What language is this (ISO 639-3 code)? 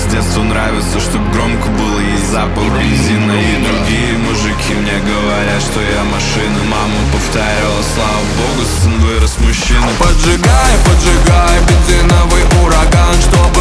rus